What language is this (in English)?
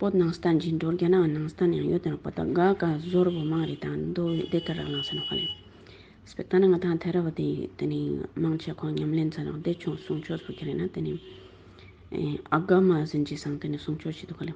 Ladakhi